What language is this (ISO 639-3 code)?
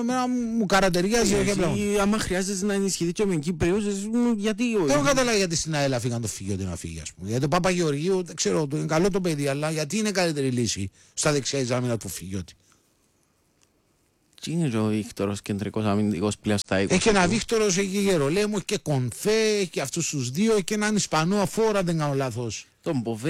ell